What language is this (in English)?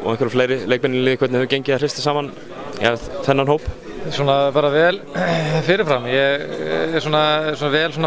Icelandic